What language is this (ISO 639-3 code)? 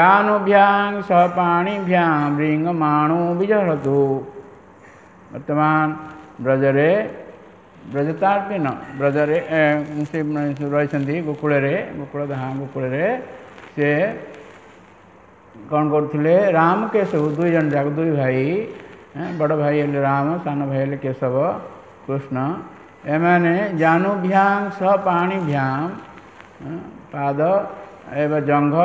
ori